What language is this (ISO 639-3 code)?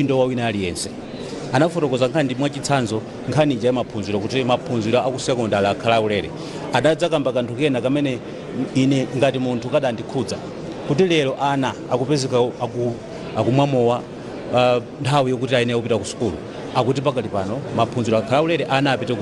nya